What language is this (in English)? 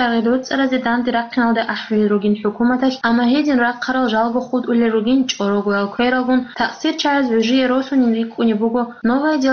Avaric